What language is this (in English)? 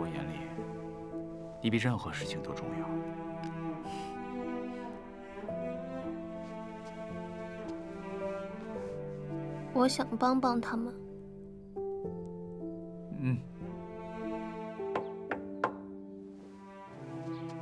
Chinese